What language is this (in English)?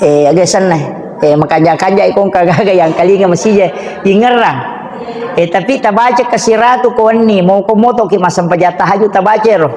Buginese